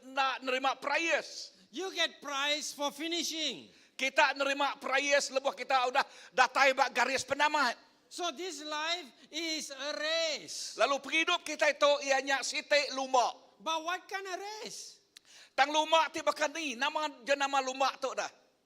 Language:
Iban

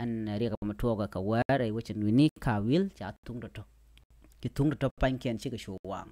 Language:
Nuer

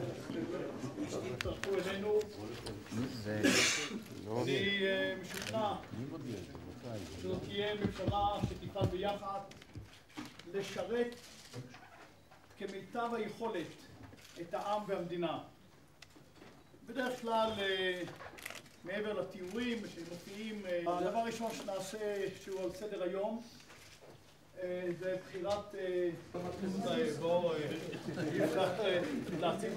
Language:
Hebrew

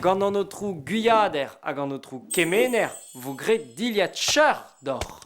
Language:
Breton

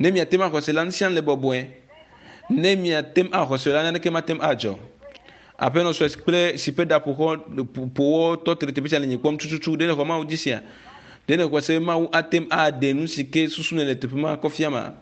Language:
Ewe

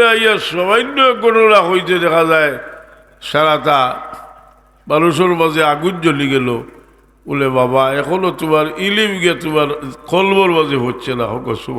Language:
Sylheti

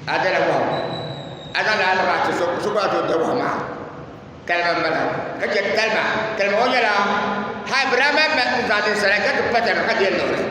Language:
Dagbani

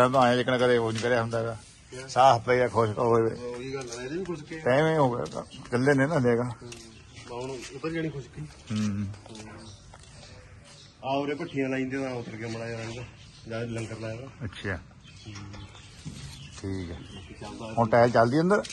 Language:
Punjabi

